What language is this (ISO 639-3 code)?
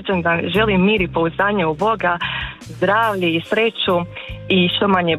hrv